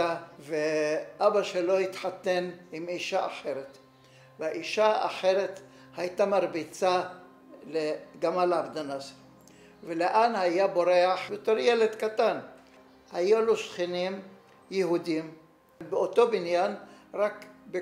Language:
Hebrew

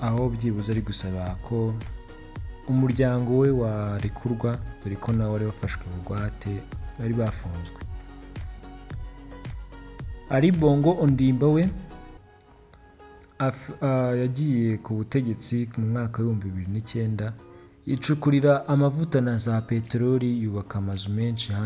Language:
Kinyarwanda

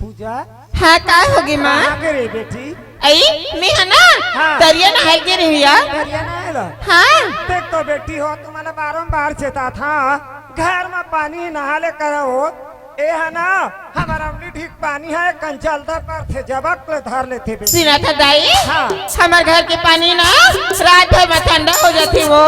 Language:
Chhattisgarhi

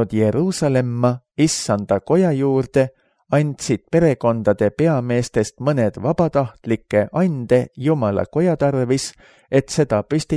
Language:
Estonian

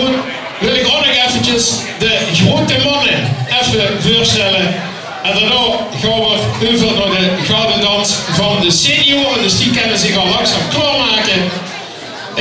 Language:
Limburgish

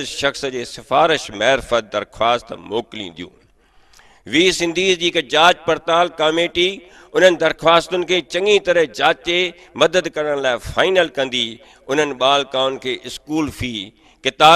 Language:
Sindhi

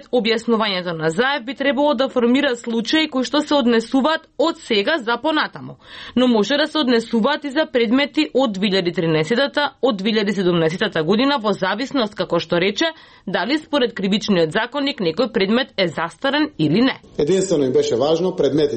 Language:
Macedonian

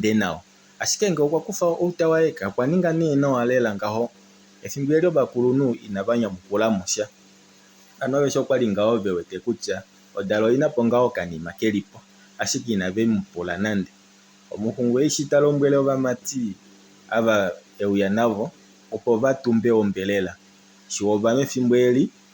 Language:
Kuanyama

